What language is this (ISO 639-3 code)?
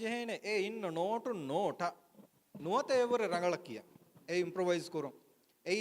div